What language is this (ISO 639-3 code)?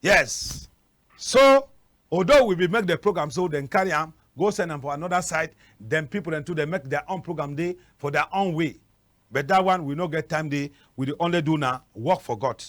wes